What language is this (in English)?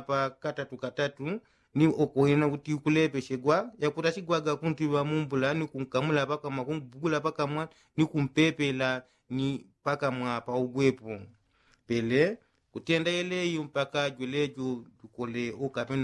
Yao